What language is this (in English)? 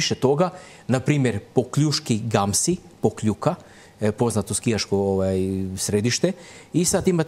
Croatian